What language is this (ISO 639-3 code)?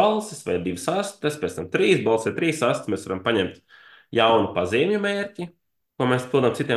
lav